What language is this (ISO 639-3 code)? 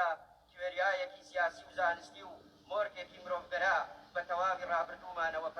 ckb